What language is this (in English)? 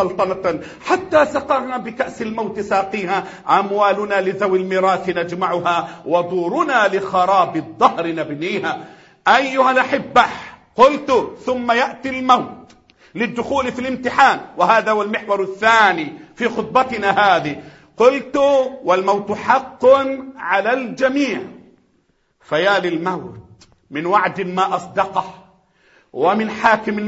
Arabic